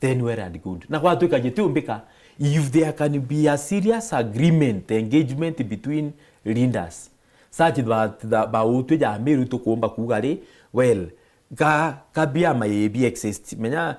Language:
Meru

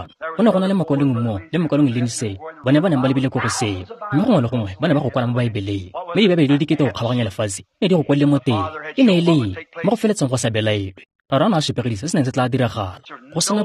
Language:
Tswana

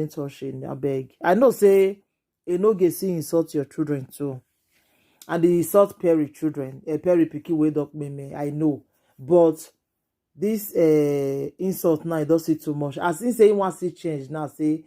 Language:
Nigerian Pidgin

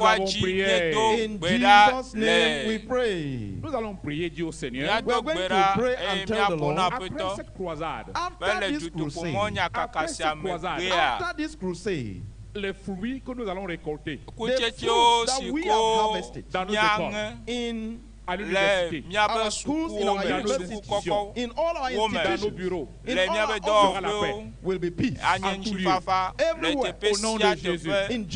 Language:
Ewe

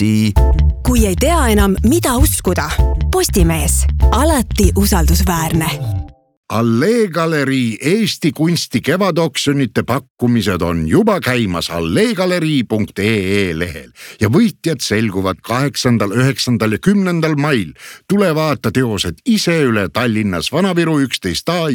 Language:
Estonian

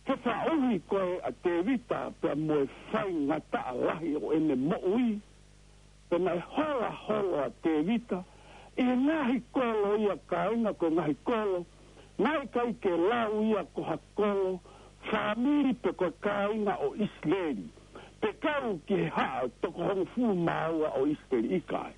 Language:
Tongan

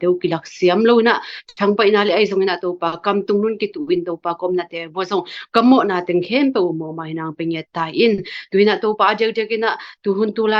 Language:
Tedim Chin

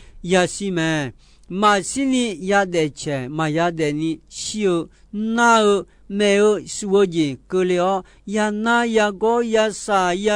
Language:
Akha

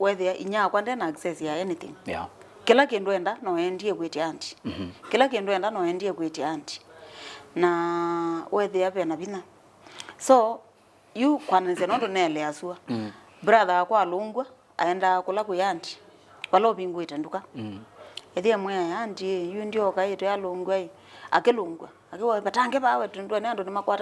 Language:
Kamba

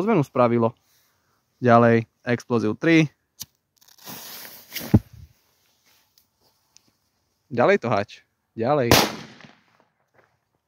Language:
Slovak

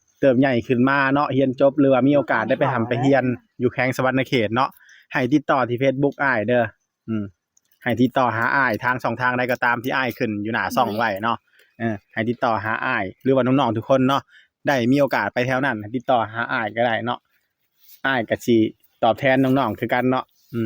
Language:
Northeastern Thai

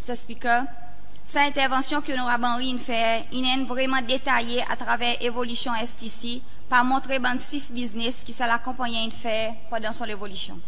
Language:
Seselwa Creole French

